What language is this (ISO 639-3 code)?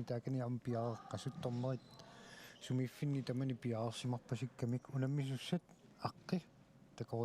kal